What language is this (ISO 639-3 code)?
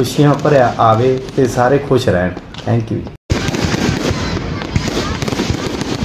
pan